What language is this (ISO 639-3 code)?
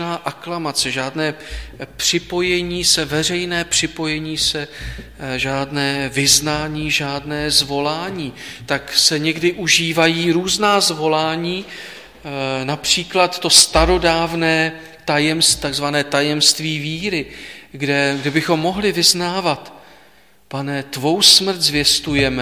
ces